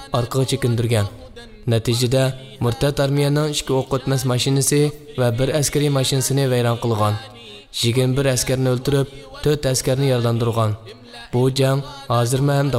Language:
Uyghur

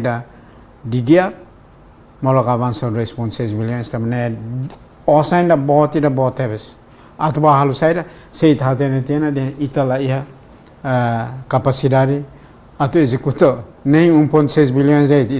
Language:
Tetum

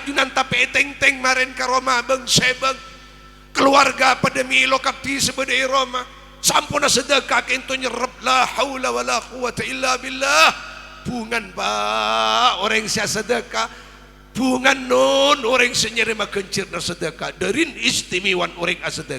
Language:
Madurese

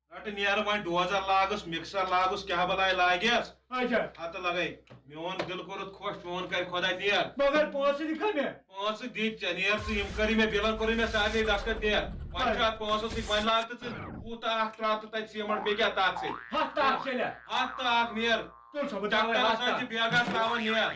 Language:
Kashmiri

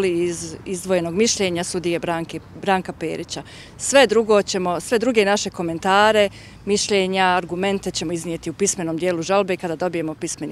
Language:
Bosnian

